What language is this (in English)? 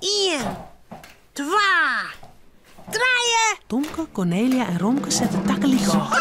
Western Frisian